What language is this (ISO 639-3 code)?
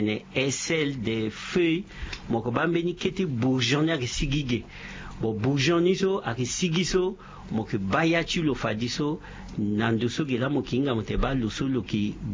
sag